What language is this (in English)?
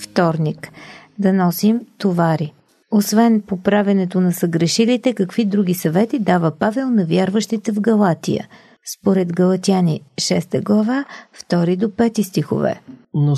Bulgarian